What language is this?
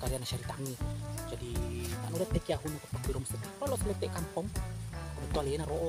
Buginese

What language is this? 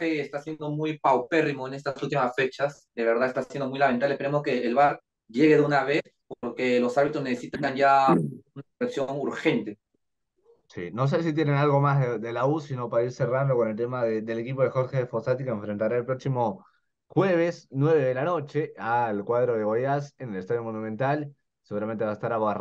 Spanish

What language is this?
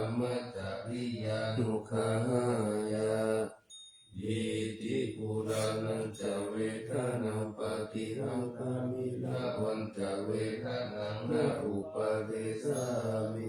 Pali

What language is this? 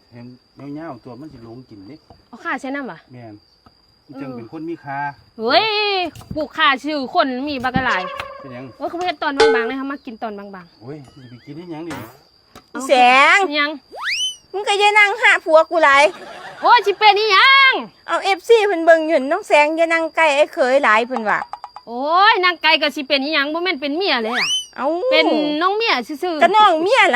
Northeastern Thai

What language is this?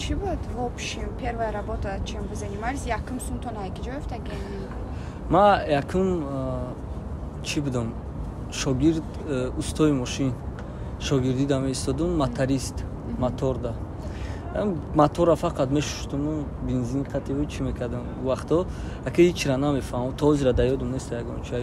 Tajik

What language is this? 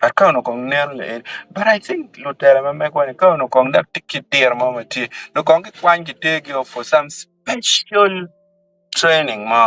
Acoli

